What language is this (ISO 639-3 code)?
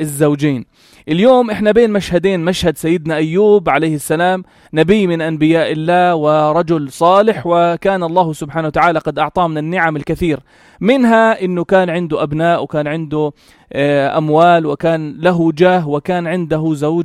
apc